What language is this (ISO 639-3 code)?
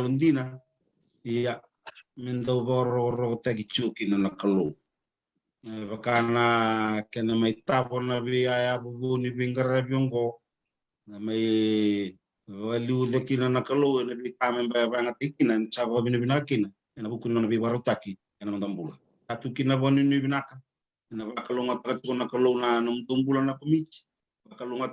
fij